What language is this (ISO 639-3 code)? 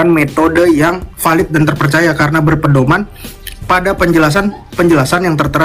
ind